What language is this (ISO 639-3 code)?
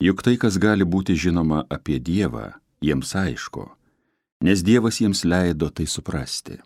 lit